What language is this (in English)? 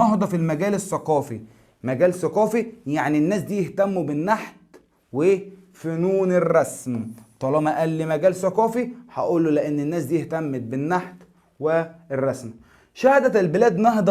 Egyptian Arabic